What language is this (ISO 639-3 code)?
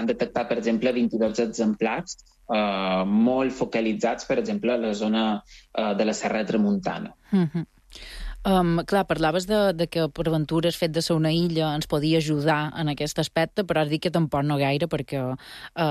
cat